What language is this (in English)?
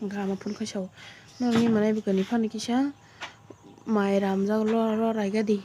Kok Borok